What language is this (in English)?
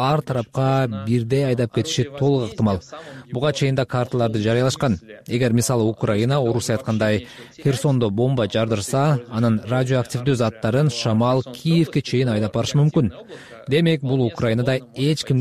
Kyrgyz